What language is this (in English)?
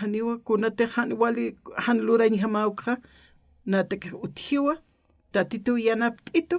Aymara